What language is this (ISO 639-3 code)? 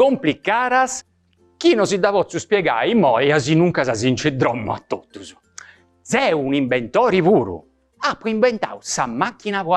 srd